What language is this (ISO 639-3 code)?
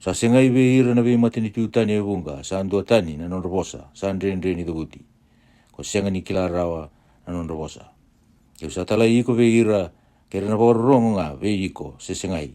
fij